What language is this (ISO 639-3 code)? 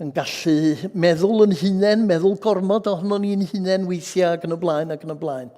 cym